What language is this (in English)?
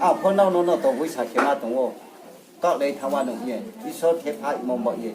Riang (India)